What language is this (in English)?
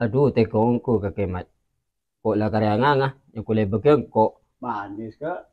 Madurese